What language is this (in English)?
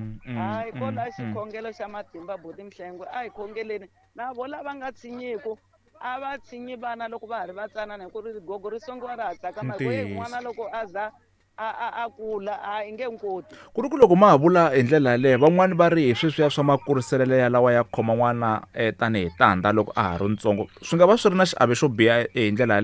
Tsonga